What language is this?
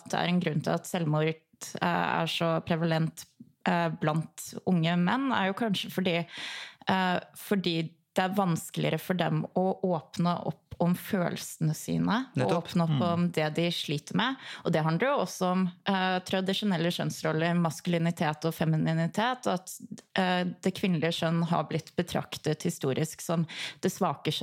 Norwegian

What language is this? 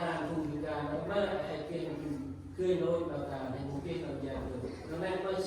Central Mnong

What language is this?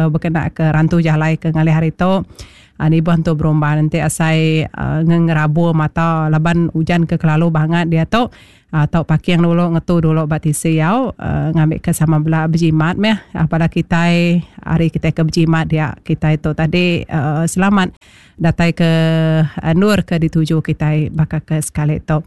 Iban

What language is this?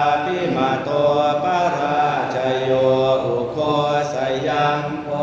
Pali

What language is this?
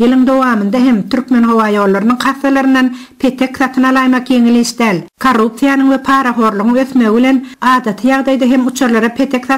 Turkmen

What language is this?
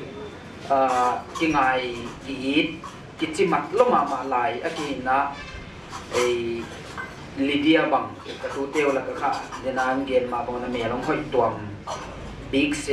Paite Chin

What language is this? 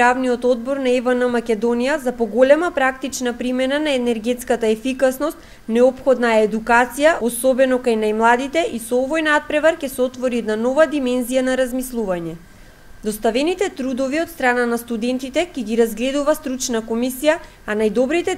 Macedonian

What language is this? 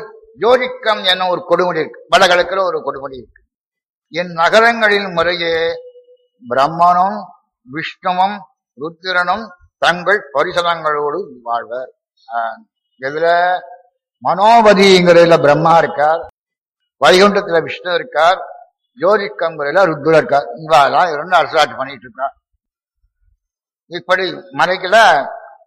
Tamil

